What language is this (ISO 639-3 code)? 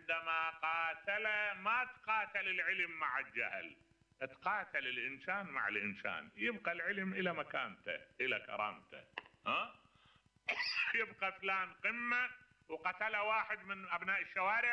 acm